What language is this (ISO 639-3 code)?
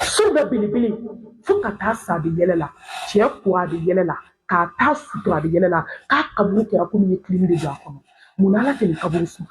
bam